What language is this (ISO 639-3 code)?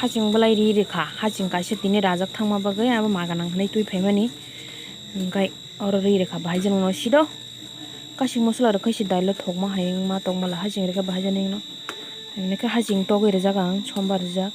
trp